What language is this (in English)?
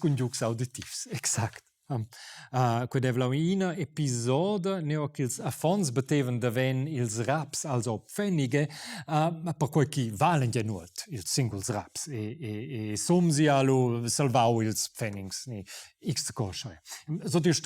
Romansh